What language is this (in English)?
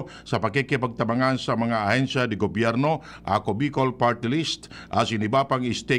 Bikol